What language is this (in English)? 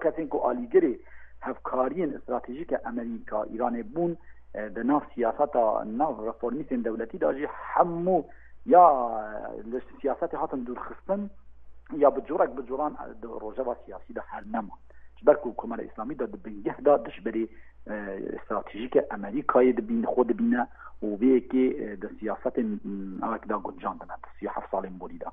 Kurdish